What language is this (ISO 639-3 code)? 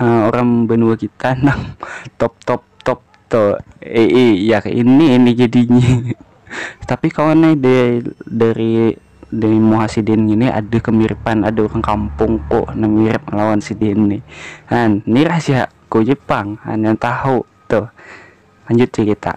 bjn